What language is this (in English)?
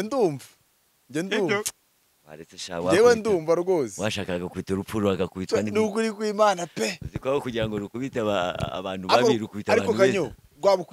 Kinyarwanda